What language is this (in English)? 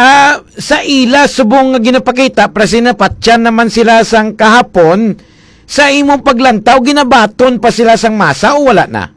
Hiligaynon